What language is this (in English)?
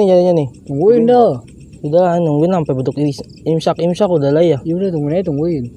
Betawi